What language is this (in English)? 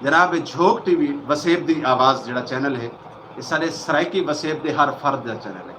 Saraiki